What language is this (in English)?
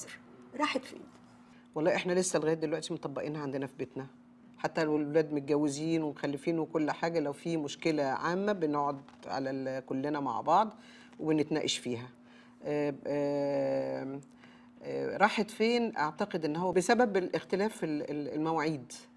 Egyptian Arabic